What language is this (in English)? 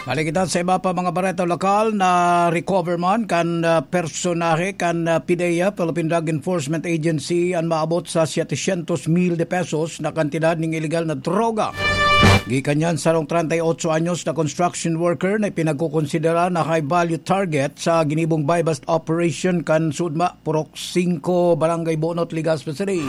Bikol